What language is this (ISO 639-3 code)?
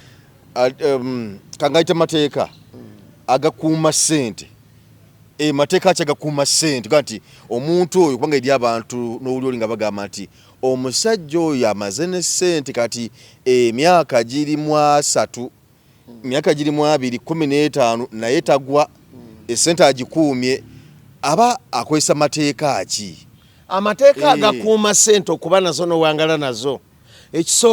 lug